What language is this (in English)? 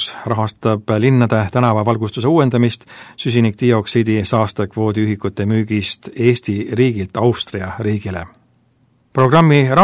Estonian